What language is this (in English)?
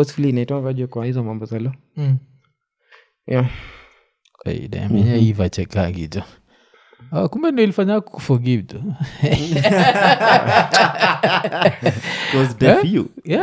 Swahili